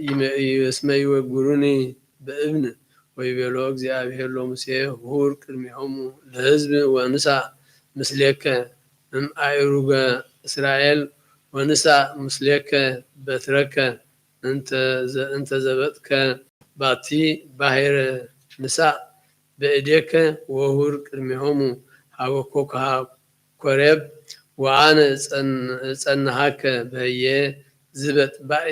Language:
Geez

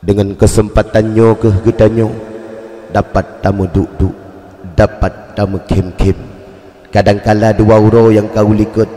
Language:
Achinese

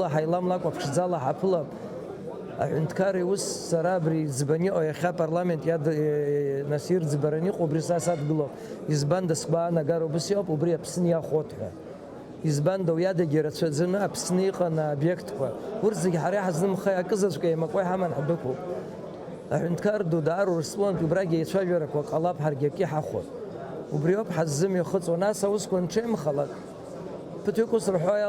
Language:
Abkhazian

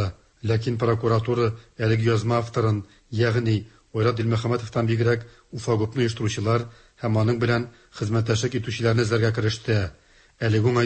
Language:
Tatar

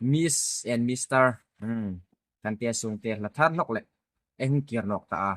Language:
Hmar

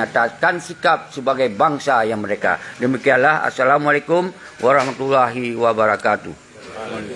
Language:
Achinese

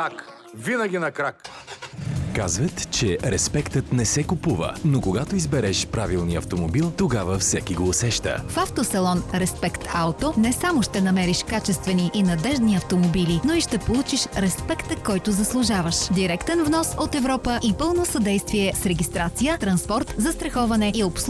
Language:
Bulgarian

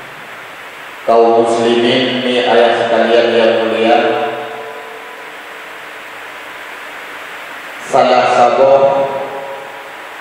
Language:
Achinese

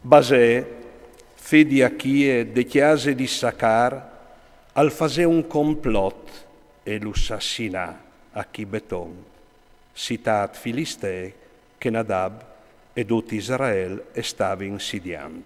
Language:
Friulian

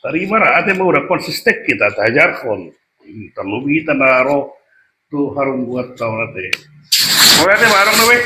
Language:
Batak Toba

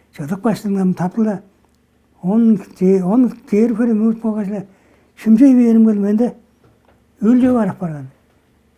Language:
Tuvinian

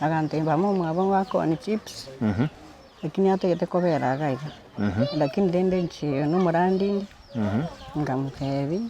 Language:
Gusii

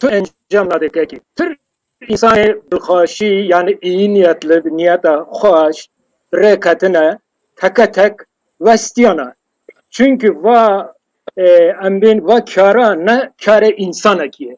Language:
Kurdish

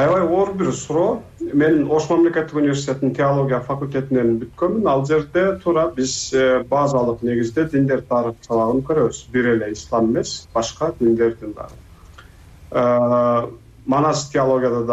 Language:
Kyrgyz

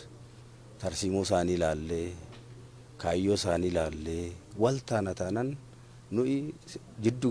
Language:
Oromo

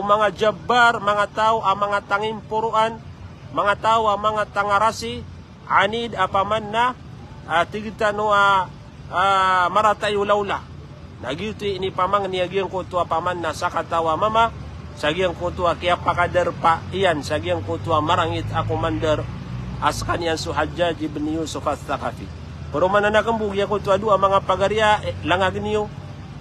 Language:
Maranao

